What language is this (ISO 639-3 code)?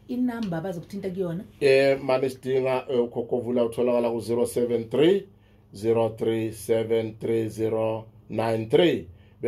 zul